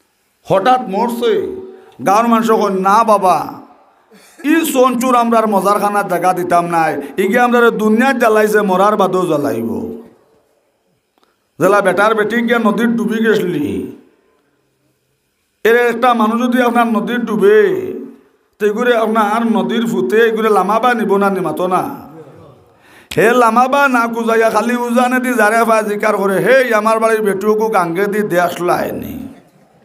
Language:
Sylheti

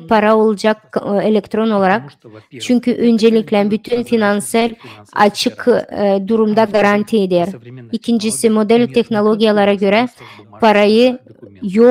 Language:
Gagauz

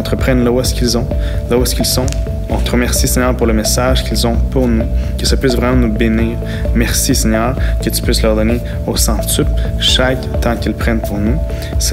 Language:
French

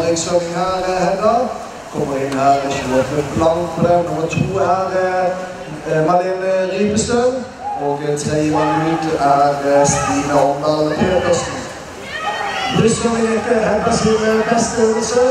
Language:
Norwegian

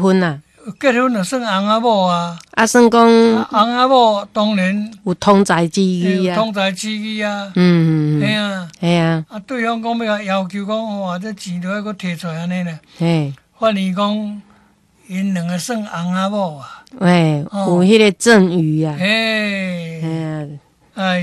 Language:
Min Nan Chinese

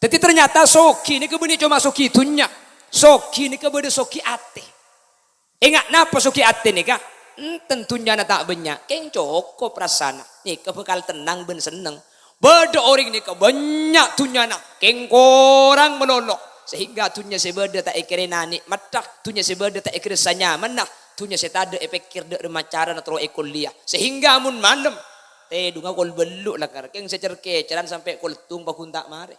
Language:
Madurese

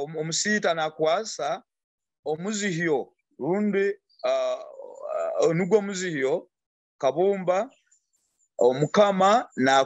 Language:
Nyoro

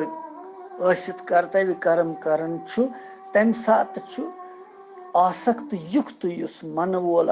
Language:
Kashmiri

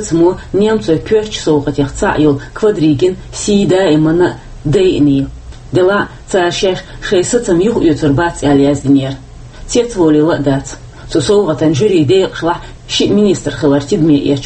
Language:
Chechen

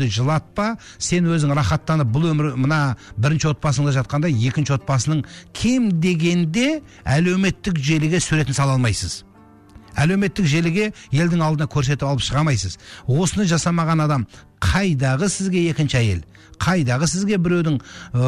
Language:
Kazakh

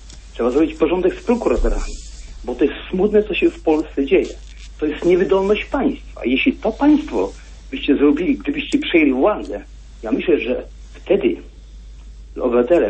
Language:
Polish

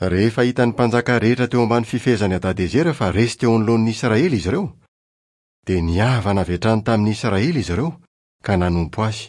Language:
Malagasy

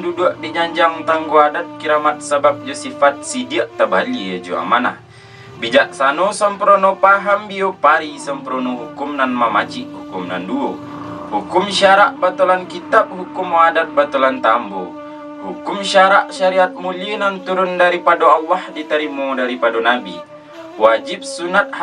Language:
Minangkabau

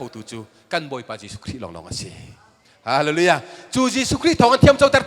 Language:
Hakha Chin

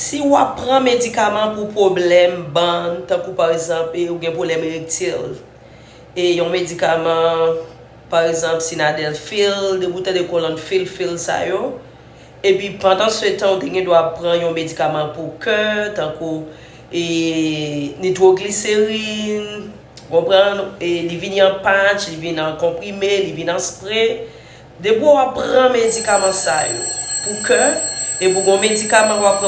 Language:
Haitian Creole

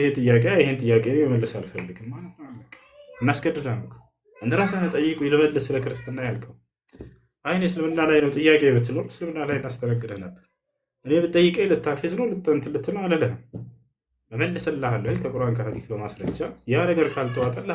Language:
Amharic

